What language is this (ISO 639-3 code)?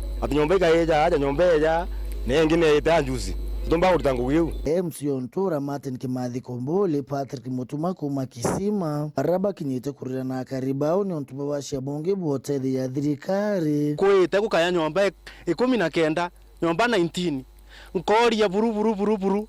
mer